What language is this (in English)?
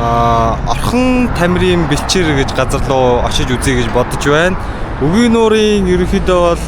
Mongolian